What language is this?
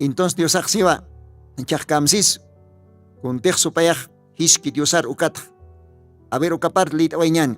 Aymara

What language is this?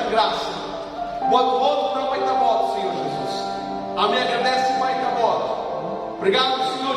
Tetum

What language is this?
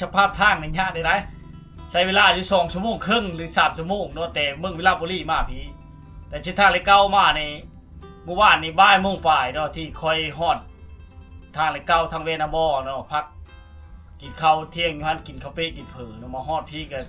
Lao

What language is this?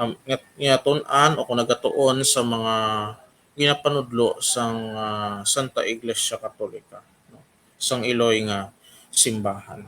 Hiligaynon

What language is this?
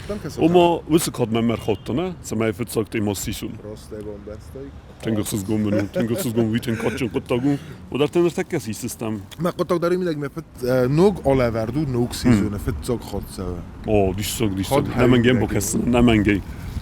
Ossetic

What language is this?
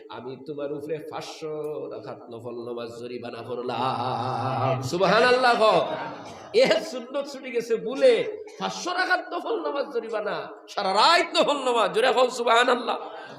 Sylheti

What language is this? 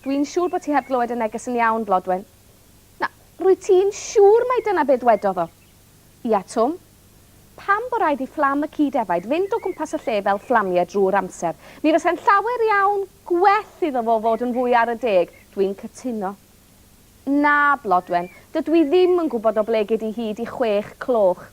Welsh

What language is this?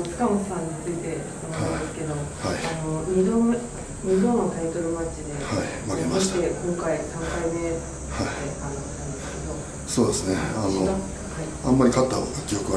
Japanese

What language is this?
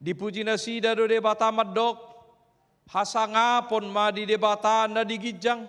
Batak Toba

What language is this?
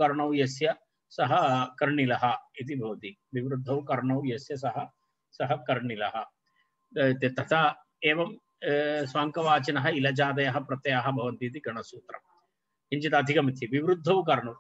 Sanskrit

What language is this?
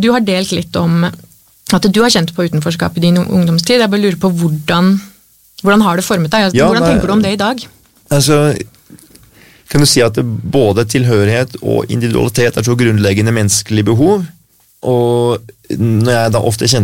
Norwegian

